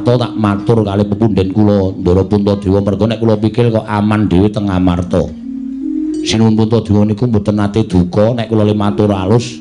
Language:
Javanese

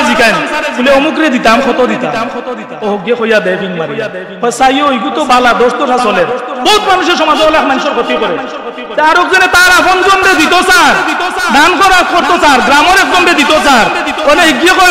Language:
Sylheti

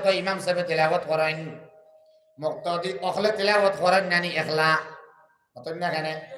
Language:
Sylheti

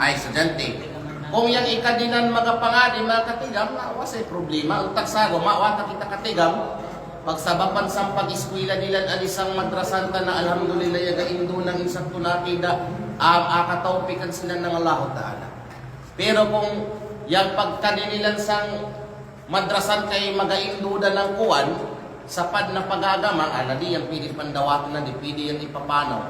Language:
Kalagan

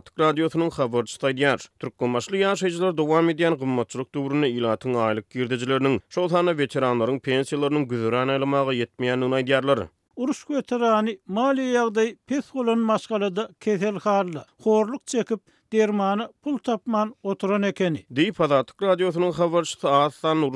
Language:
Turkmen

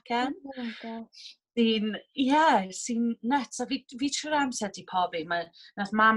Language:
Welsh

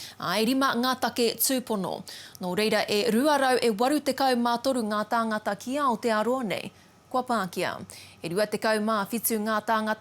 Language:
Māori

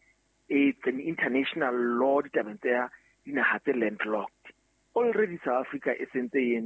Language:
Southern Sotho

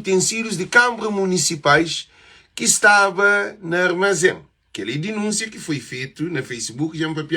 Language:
Kabuverdianu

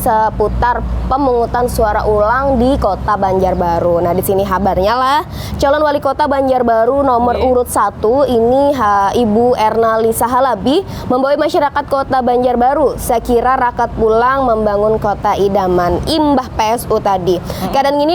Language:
Banjar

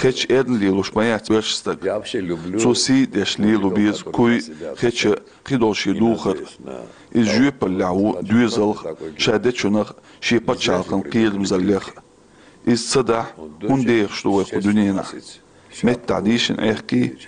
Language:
Chechen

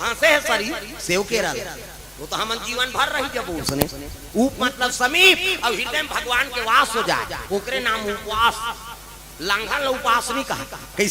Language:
Chhattisgarhi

